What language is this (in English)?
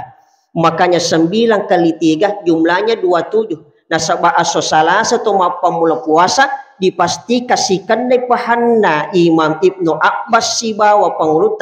Buginese